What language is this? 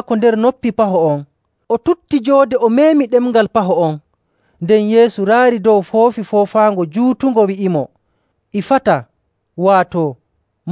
Nigerian Fulfulde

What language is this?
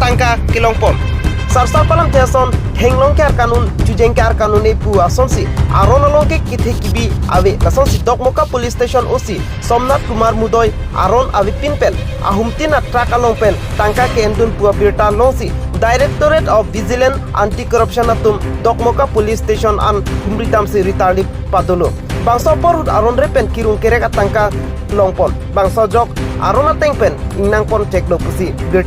Karbi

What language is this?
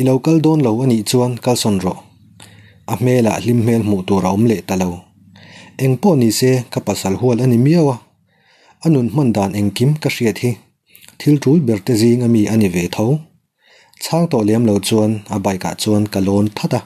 Mizo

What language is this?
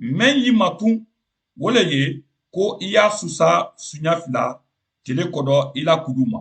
Mandingo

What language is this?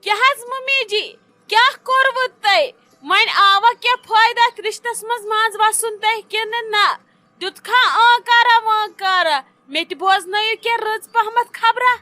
Kashmiri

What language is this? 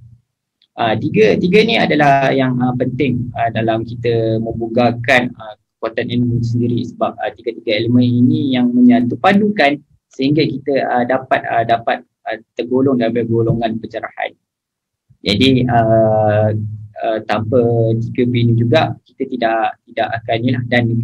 Malay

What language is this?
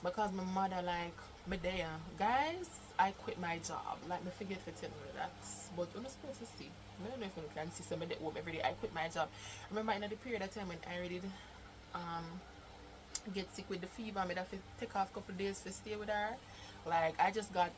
Jamaican Creole English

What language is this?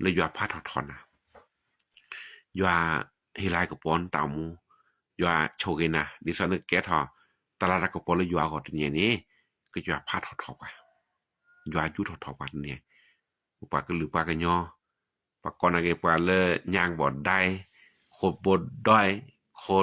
S'gaw Karen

